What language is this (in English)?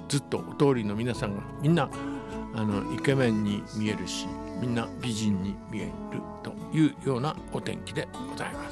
Japanese